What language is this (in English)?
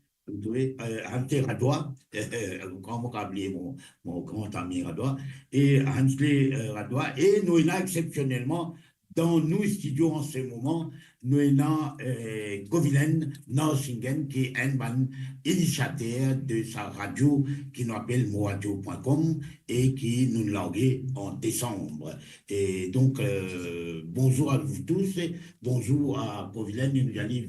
Morisyen